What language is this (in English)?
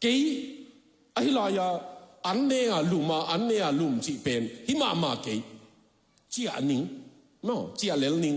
Tedim Chin